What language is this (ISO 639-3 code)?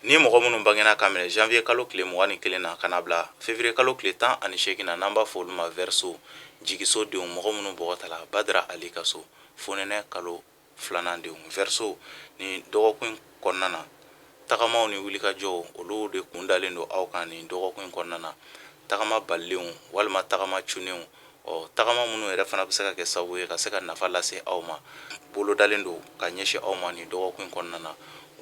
bam